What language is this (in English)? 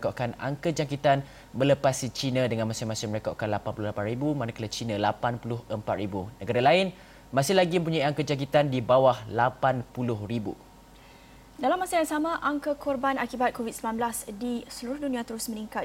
Malay